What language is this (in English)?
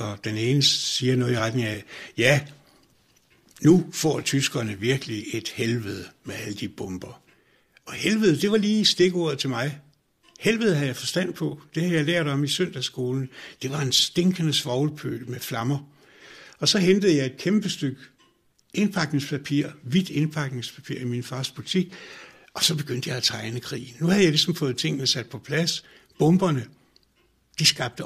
Danish